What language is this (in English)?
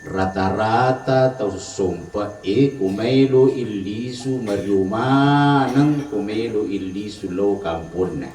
Buginese